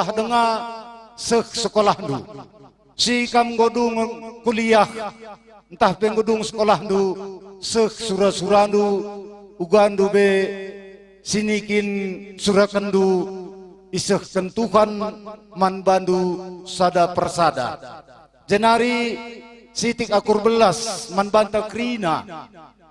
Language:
Batak Karo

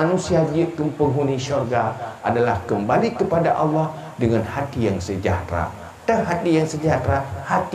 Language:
Achinese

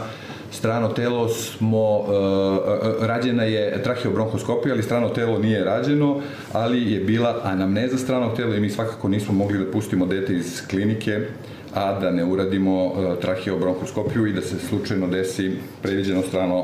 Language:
Serbian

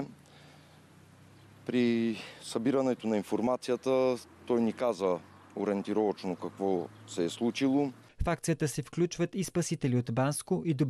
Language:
Bulgarian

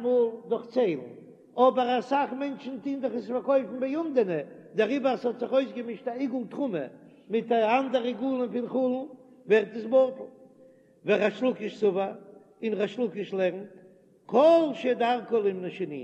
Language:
Yiddish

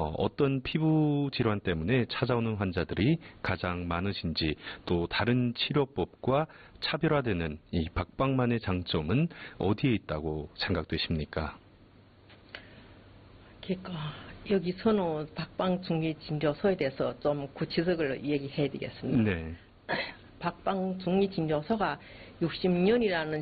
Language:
Korean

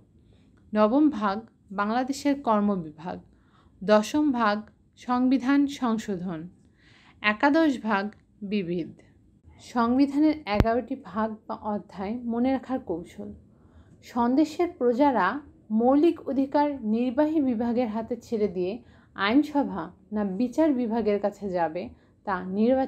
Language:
Bangla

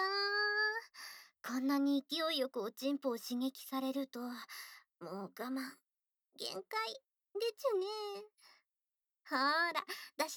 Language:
Japanese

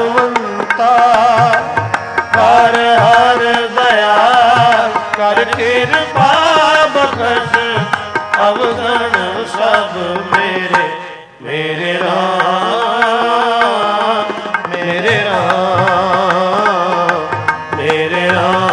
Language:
Punjabi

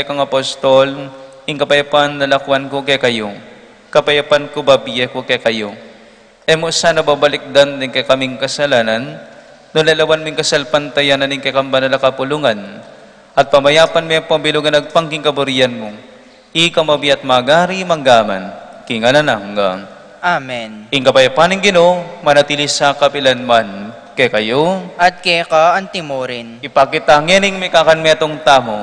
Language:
Pampanga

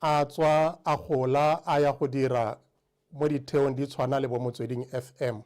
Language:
Tswana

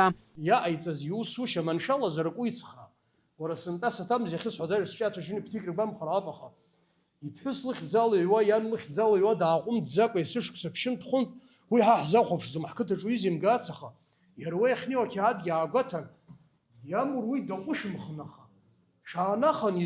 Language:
Abkhazian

